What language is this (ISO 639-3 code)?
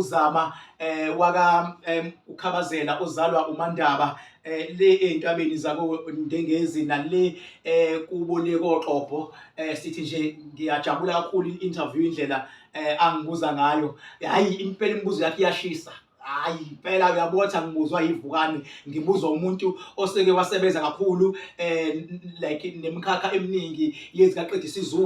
zul